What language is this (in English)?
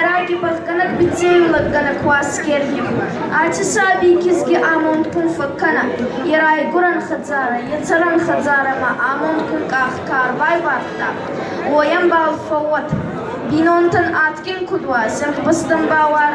Ossetic